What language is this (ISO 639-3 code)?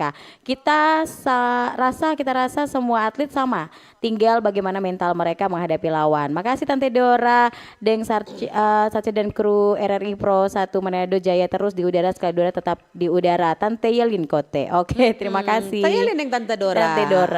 xmm